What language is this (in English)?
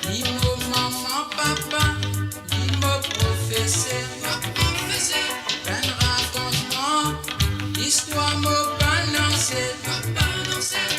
Morisyen